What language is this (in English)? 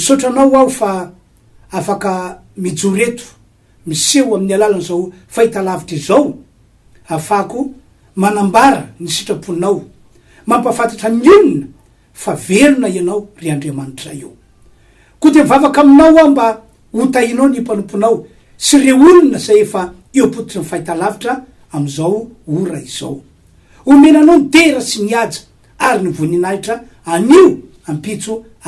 Malagasy